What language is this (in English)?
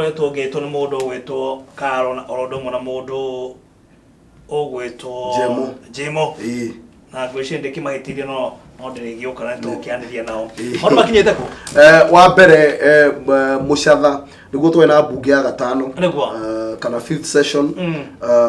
Kikuyu